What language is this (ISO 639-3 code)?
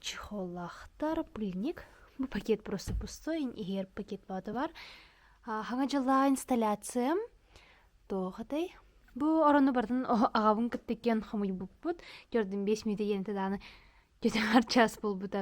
sah